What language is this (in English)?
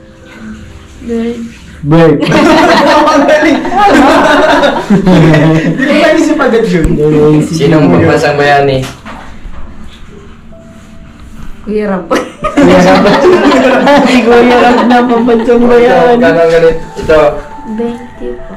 Filipino